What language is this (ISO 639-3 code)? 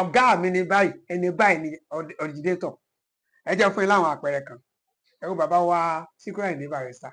yor